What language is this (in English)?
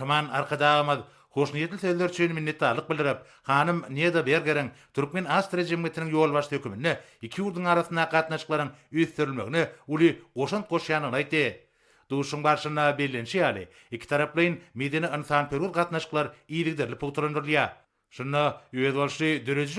Turkmen